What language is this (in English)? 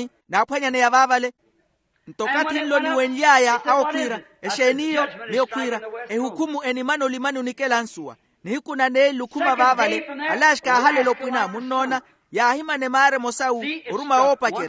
Makhuwa